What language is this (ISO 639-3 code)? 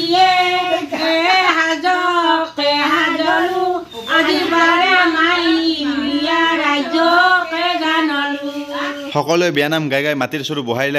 asm